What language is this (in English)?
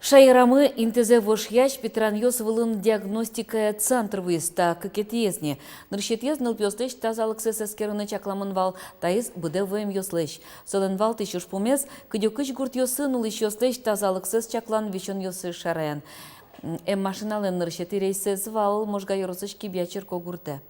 Udmurt